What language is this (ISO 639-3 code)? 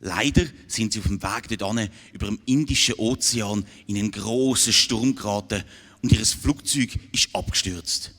gsw